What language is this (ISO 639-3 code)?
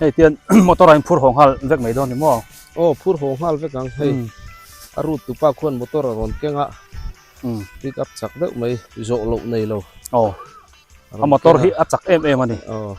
biu